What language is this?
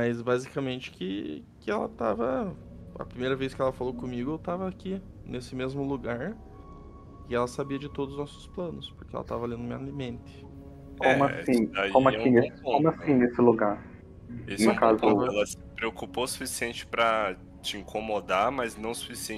Portuguese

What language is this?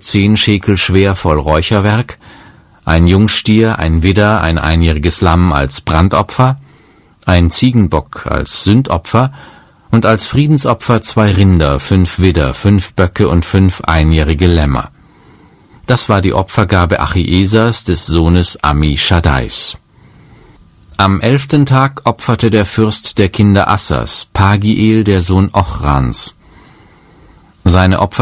German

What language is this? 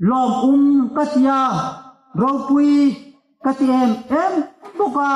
Hmar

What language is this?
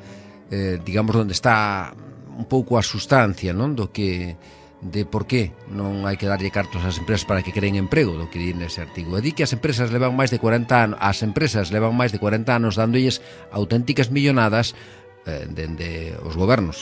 Galician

